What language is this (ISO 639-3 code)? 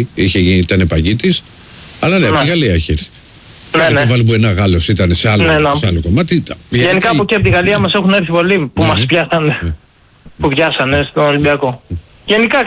ell